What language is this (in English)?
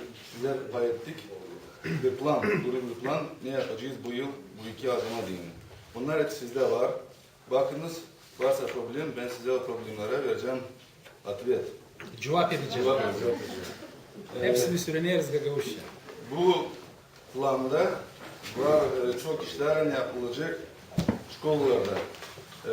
Gagauz